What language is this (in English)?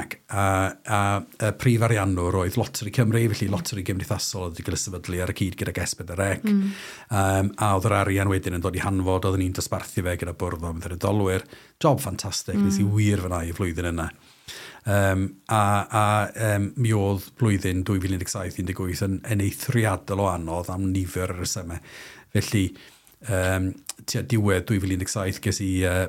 Welsh